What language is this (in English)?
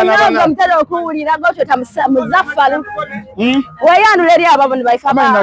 Soga